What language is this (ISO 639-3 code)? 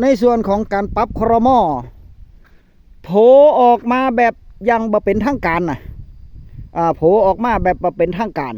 tts